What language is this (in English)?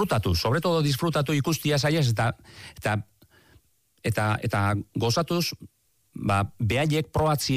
Basque